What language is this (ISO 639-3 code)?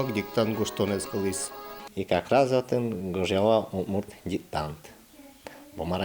udm